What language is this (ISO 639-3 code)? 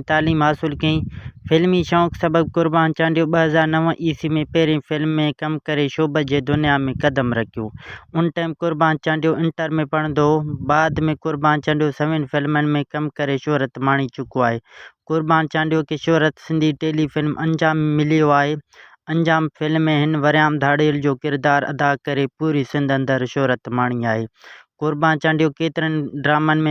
snd